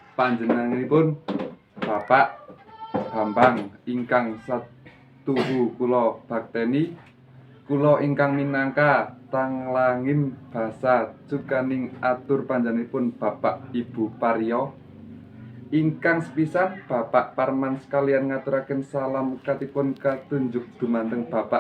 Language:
Javanese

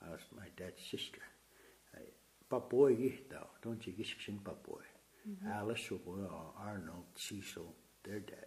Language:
Plains Cree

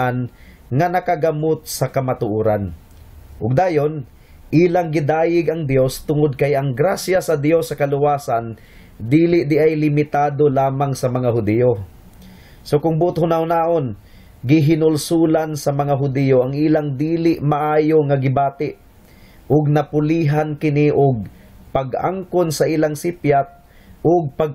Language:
Cebuano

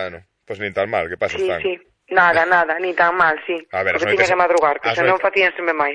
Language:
Galician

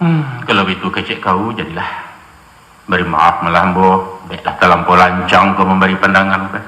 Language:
Minangkabau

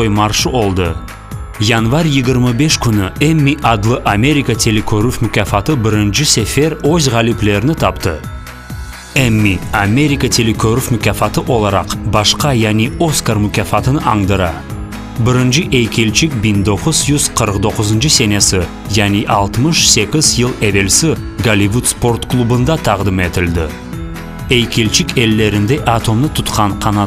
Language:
Crimean Tatar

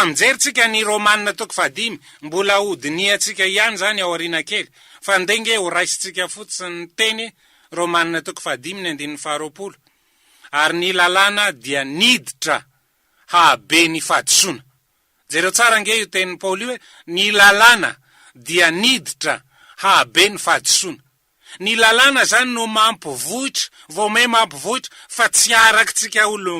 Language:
Malagasy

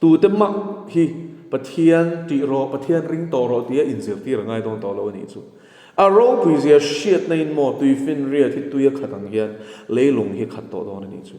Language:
Mizo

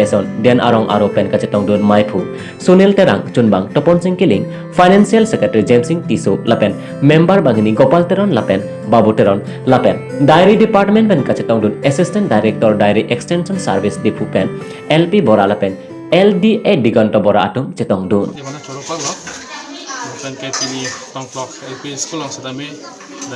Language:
Karbi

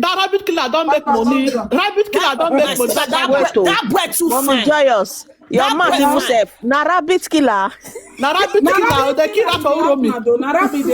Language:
Nigerian Pidgin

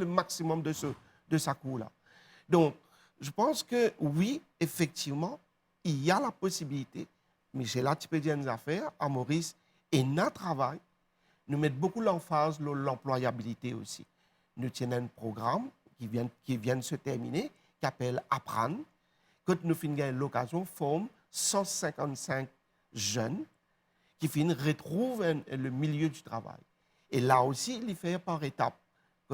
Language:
Morisyen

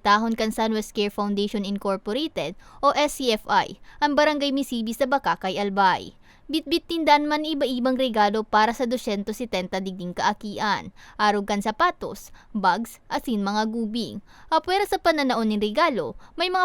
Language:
Bikol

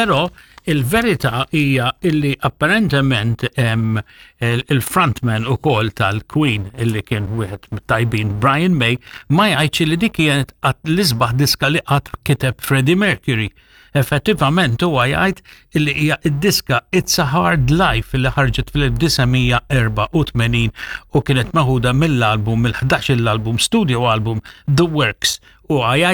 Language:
Maltese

